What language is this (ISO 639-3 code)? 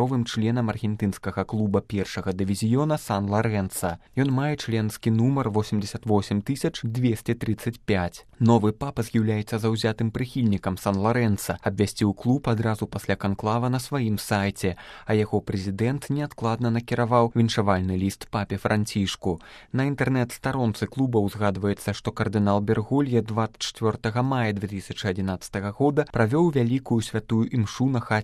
bel